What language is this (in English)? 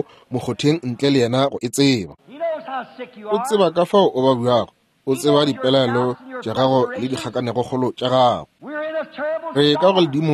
Northern Sotho